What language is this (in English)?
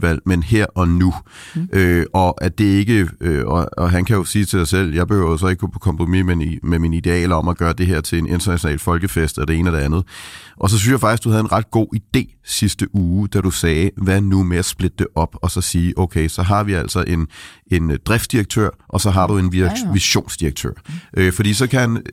Danish